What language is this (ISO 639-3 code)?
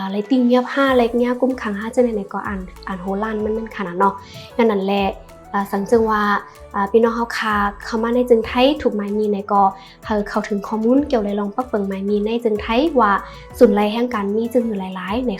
shn